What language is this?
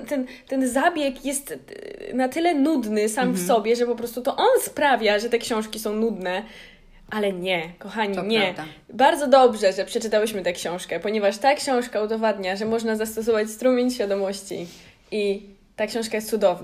Polish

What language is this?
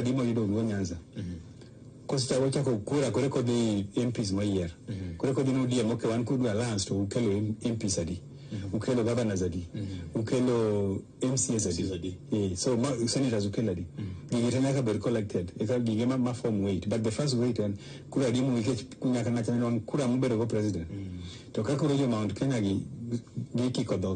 Luo (Kenya and Tanzania)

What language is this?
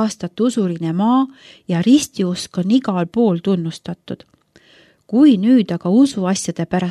Estonian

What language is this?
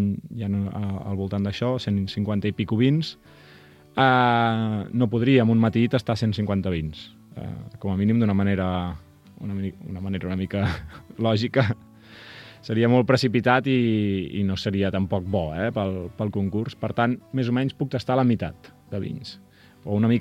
Catalan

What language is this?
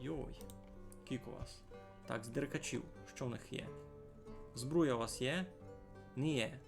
Rusyn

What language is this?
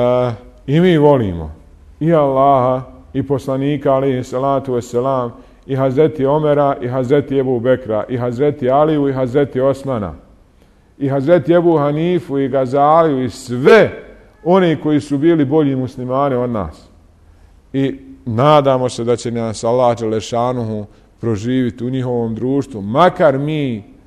Bosnian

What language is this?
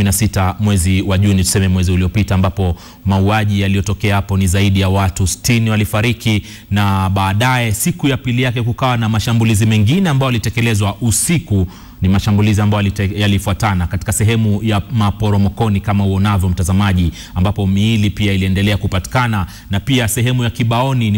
Swahili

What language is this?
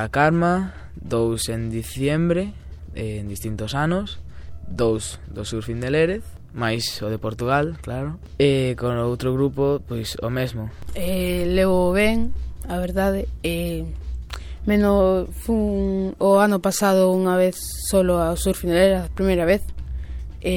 Galician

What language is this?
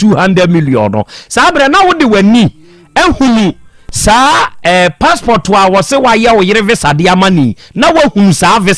Akan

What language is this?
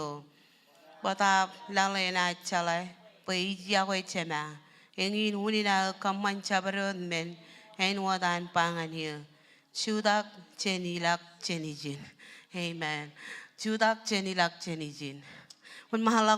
Marshallese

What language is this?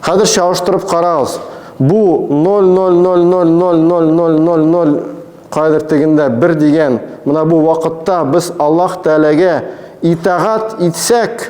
Tatar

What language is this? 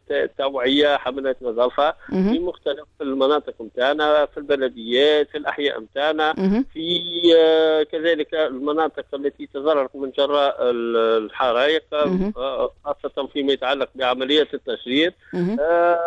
Tunisian Arabic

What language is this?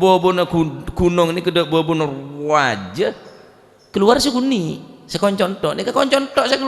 Madurese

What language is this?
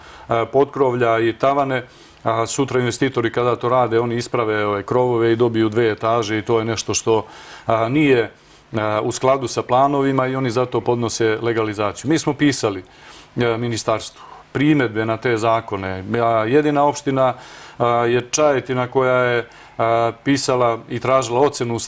Serbian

